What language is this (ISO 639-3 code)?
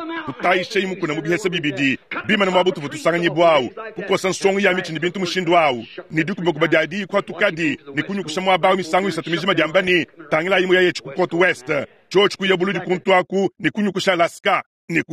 lua